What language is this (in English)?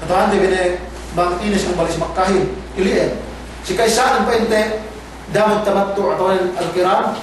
Yakan